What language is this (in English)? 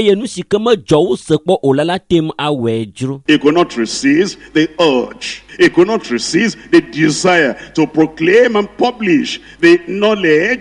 Ewe